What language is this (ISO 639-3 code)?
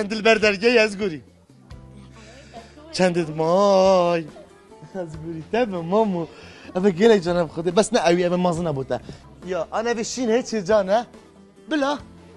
kur